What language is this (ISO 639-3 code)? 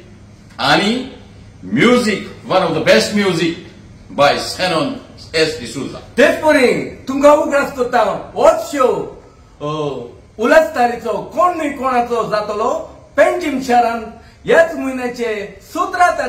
kok